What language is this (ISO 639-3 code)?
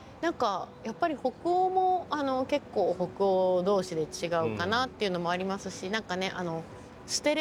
jpn